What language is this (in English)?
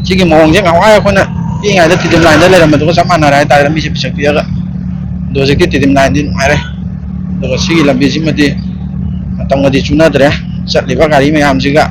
Manipuri